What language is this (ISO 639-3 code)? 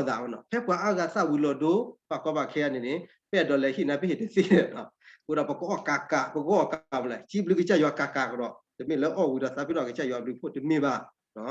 ksw